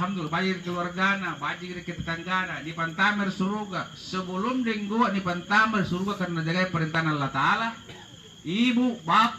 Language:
Makasar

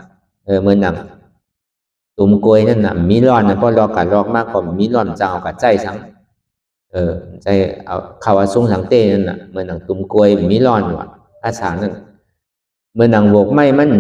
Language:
Shan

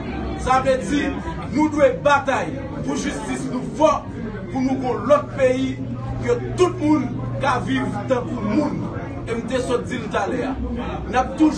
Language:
Haitian Creole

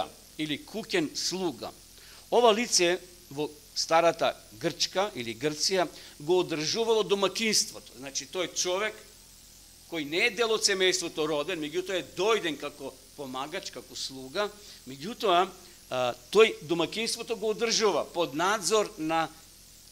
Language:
Macedonian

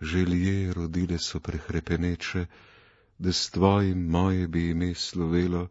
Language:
Slovenian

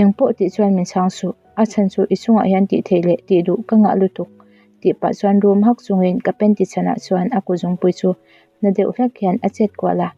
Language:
Mizo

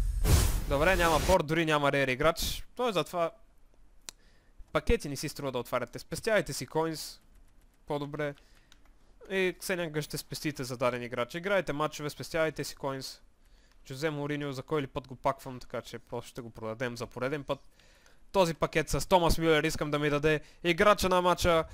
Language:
Bulgarian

